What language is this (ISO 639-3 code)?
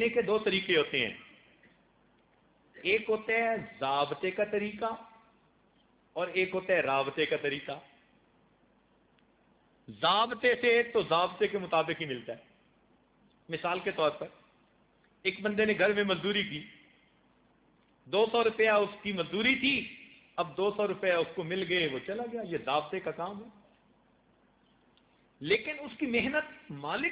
urd